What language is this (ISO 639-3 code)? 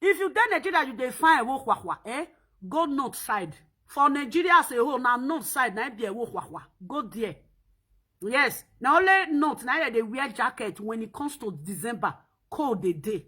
pcm